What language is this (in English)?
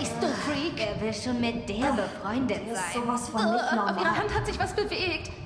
Bavarian